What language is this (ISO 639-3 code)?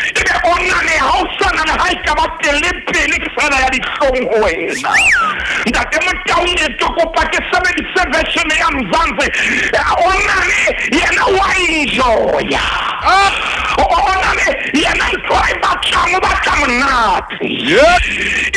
sot